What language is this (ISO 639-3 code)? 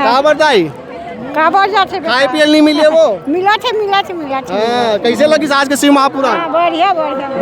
hne